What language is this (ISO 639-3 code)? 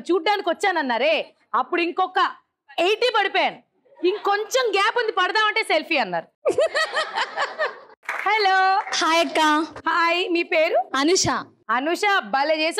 tel